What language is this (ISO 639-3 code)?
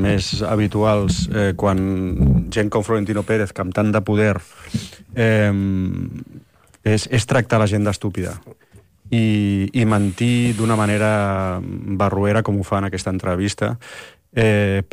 cat